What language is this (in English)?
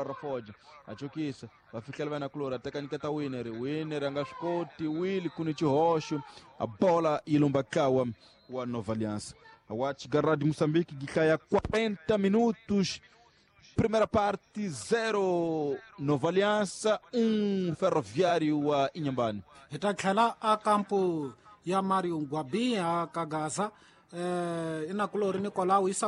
Tsonga